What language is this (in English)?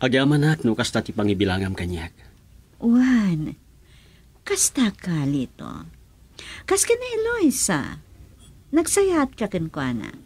Iloko